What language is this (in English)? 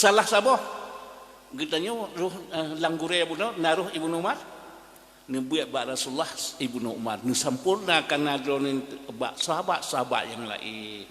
Achinese